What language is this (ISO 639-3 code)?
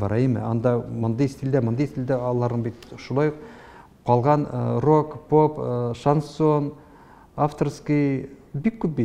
tat